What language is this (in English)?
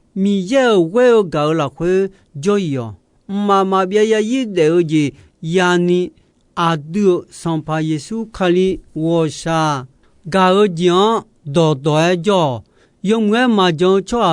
Akha